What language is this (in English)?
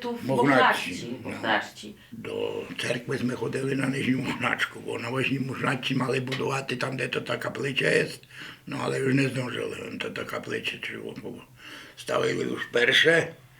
Rusyn